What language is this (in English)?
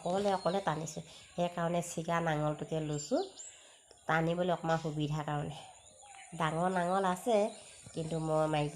Assamese